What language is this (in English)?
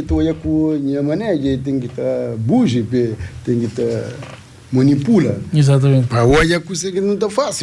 Kabuverdianu